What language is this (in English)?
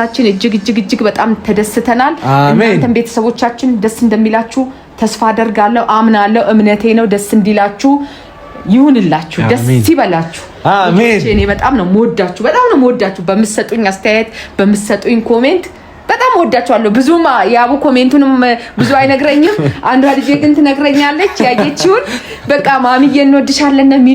Amharic